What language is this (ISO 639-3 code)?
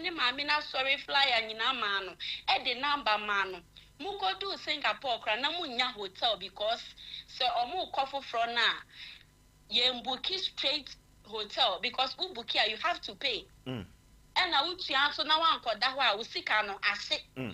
aka